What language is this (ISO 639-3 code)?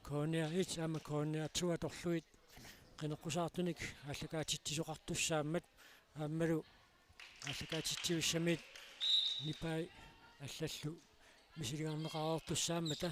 kal